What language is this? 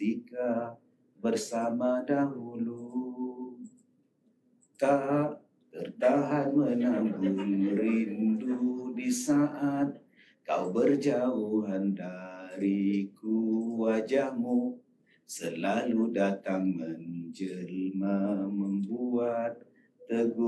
Malay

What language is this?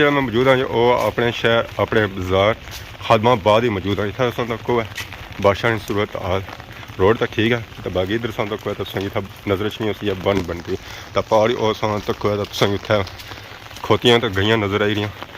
Pahari-Potwari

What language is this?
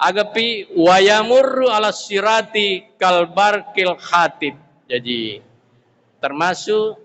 Buginese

